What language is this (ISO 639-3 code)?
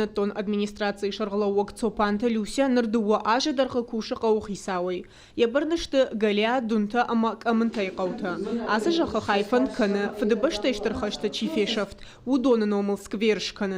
oss